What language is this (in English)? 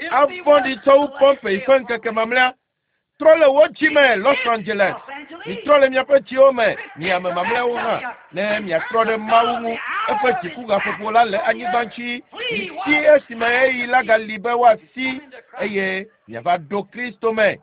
Ewe